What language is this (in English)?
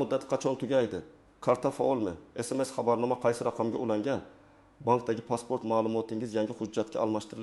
Uzbek